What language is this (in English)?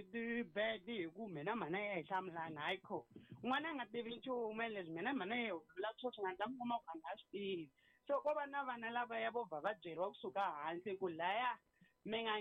Tsonga